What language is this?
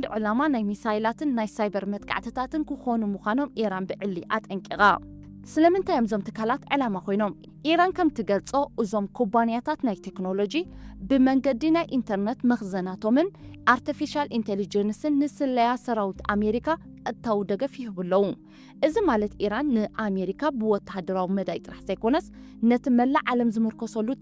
Tigrinya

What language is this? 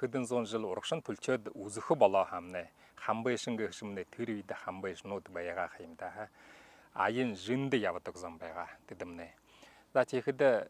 Buriat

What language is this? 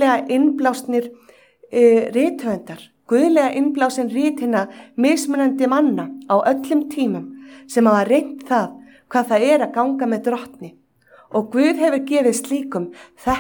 Icelandic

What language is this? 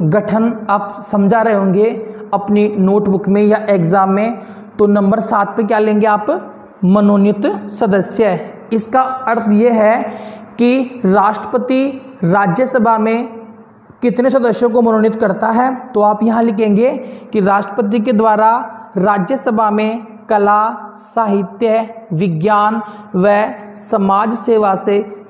Hindi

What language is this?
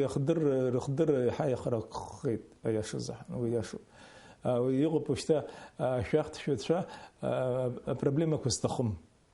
Abkhazian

